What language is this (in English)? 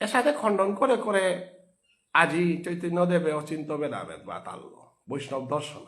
Bishnupriya